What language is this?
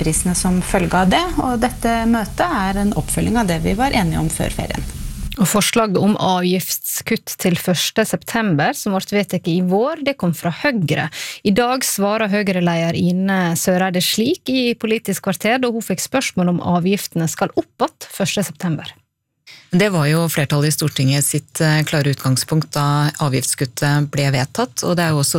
Norwegian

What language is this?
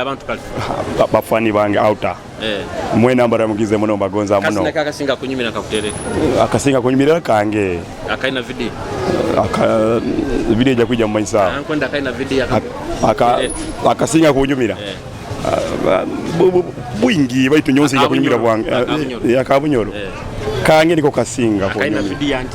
Nyoro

